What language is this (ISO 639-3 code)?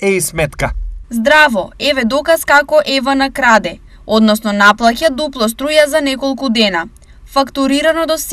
mkd